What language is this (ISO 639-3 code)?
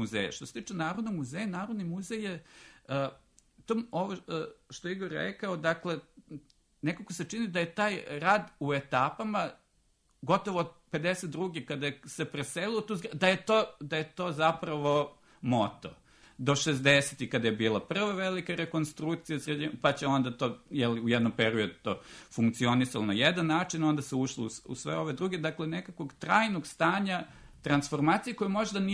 srp